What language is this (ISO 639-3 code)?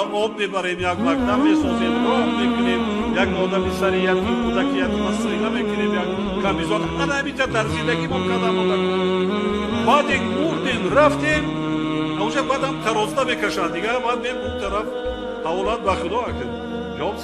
tgk